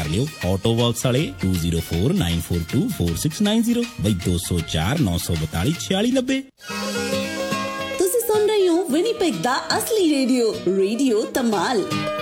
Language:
Punjabi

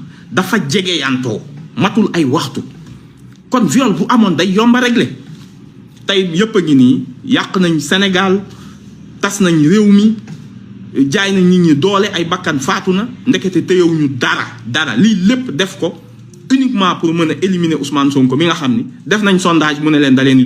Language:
Wolof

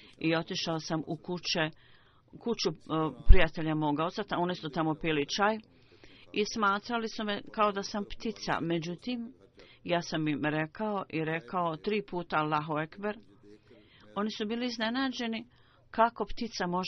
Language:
Bosnian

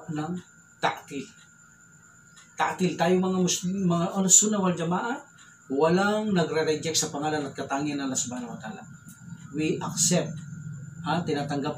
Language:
Filipino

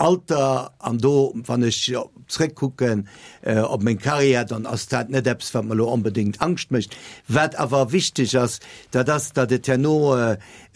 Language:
Luxembourgish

